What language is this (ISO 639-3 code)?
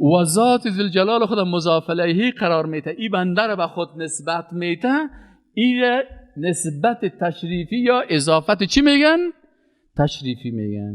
fas